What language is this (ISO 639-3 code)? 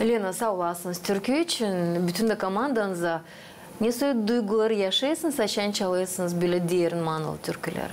gag